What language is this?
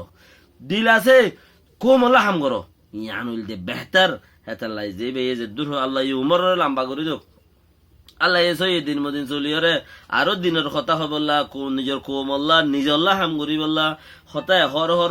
Rohingya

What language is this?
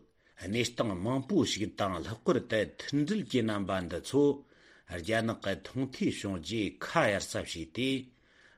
Tibetan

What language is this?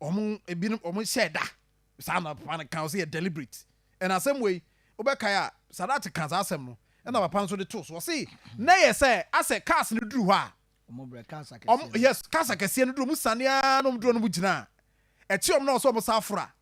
Akan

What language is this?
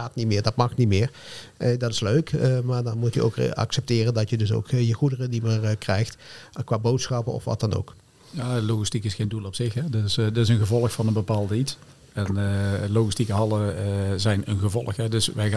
Dutch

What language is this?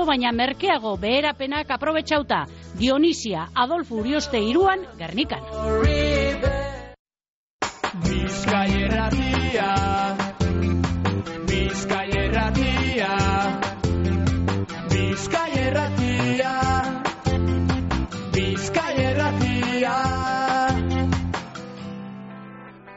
Basque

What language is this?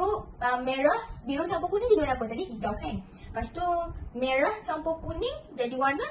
Malay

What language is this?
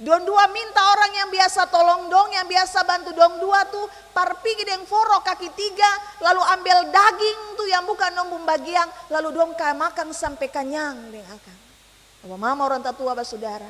Ambonese Malay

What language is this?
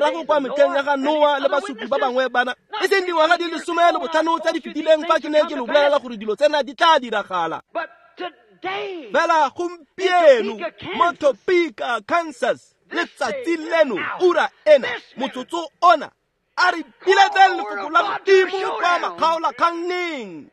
Tswana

